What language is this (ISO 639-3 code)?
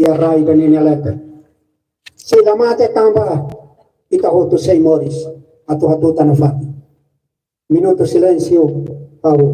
tet